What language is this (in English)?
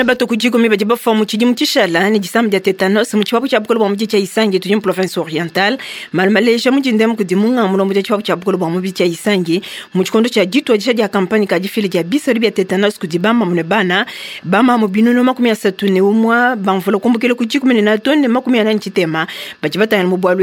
Luba-Lulua